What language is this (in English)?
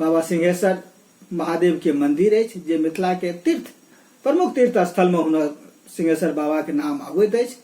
Maithili